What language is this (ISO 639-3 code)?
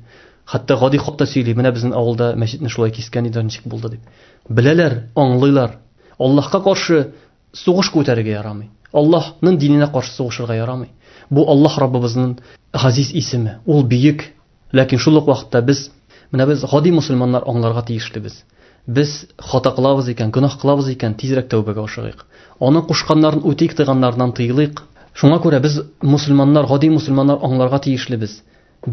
tat